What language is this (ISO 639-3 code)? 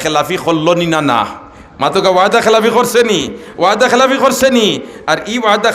syl